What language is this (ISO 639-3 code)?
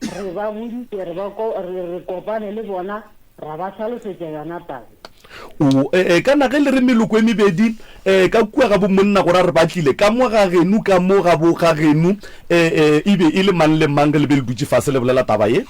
nso